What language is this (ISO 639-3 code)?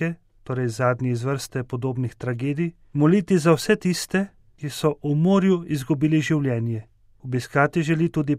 slv